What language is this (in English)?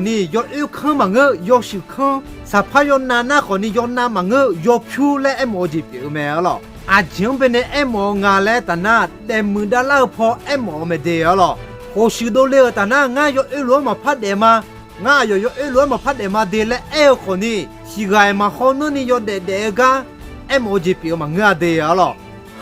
Akha